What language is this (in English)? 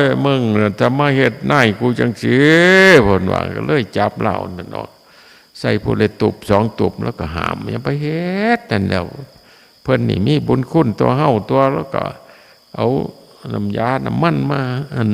Northeastern Thai